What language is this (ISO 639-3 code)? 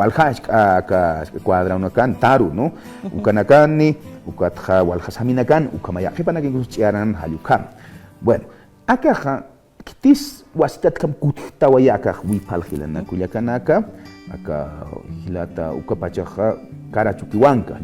aym